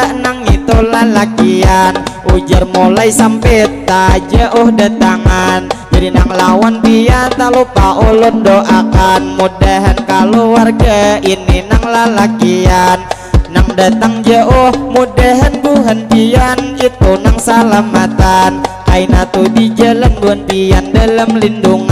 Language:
Banjar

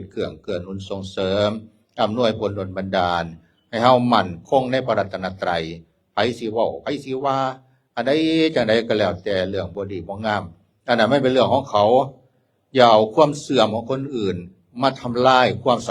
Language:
Northeastern Thai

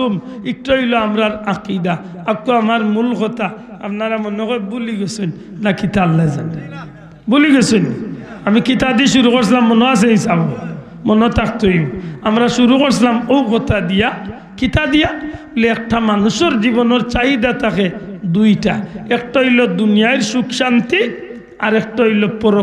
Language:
Sylheti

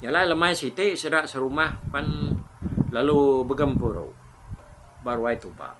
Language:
Iban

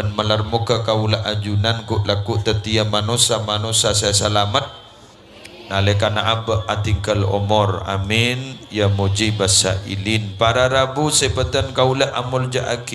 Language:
Madurese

